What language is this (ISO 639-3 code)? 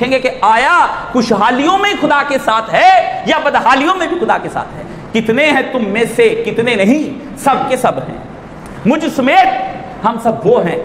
urd